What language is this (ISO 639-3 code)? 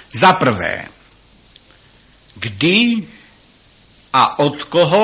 ces